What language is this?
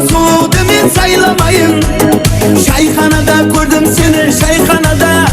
Kara-Kalpak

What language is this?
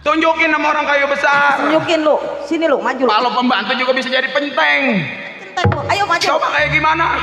Betawi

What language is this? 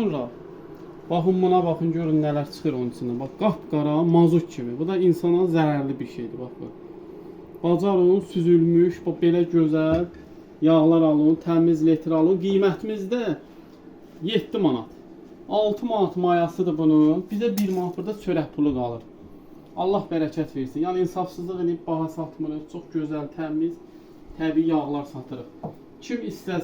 Azerbaijani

